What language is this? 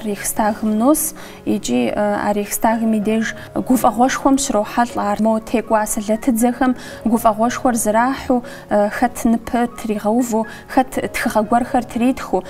Kabardian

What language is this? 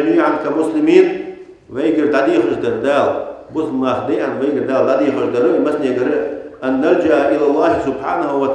Ingush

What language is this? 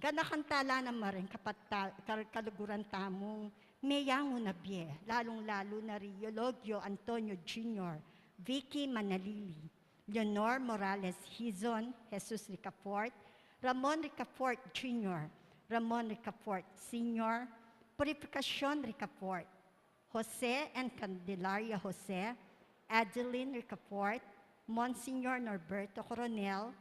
Pampanga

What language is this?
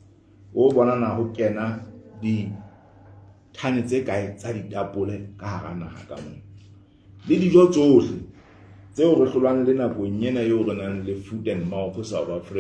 Southern Sotho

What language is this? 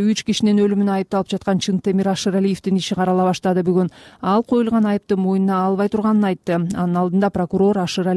Kyrgyz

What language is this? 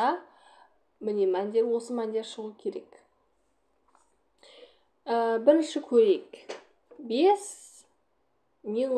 Kazakh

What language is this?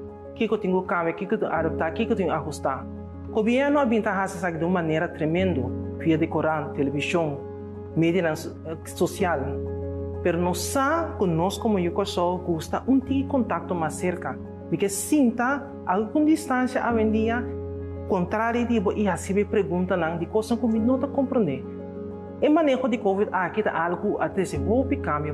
Papiamento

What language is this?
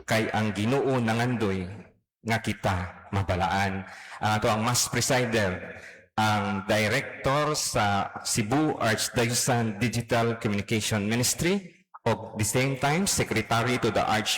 Cebuano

